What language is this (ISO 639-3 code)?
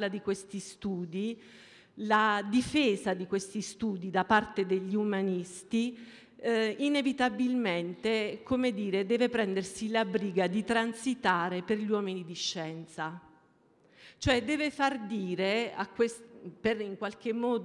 ita